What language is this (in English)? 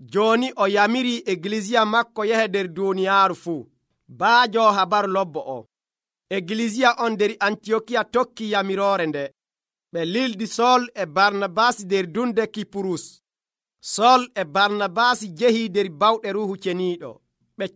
Nigerian Fulfulde